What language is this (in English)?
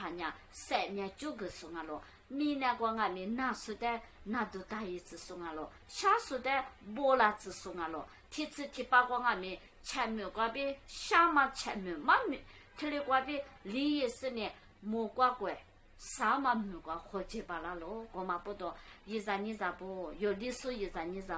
Lisu